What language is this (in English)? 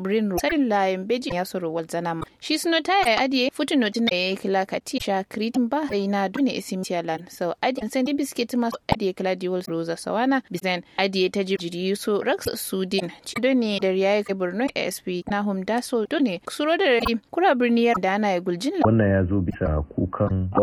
Kanuri